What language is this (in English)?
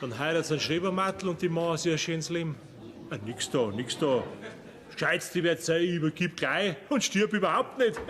Bavarian